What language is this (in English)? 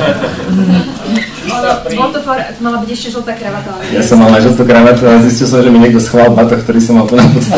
Slovak